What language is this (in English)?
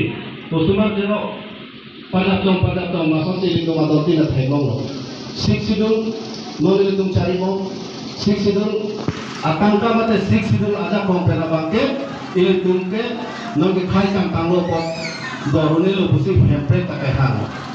Karbi